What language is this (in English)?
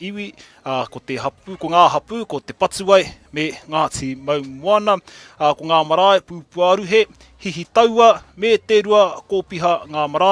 Māori